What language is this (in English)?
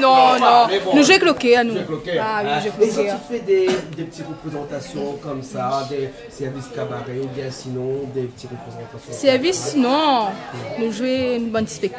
Réunion Creole French